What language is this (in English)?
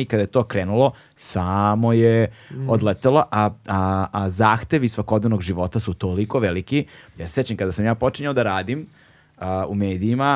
Serbian